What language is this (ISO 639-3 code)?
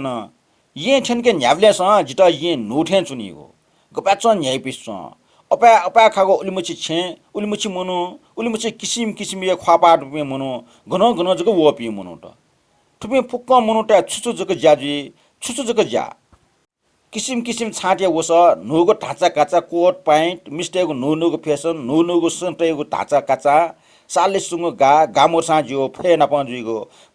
new